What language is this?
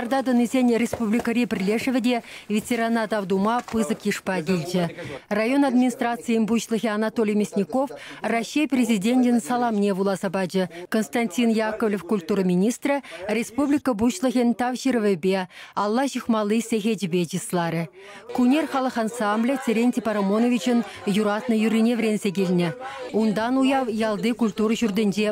Chuvash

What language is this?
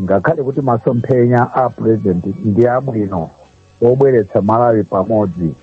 Nyanja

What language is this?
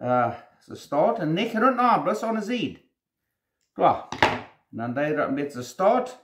Plautdietsch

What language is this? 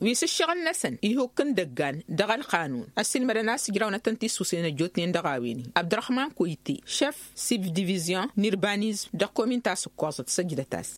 Tamasheq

